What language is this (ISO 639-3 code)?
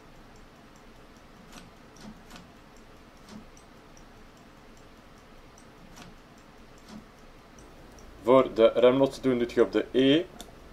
nld